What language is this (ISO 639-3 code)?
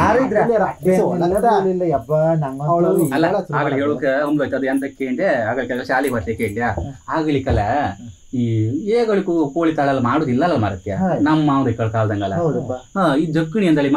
kan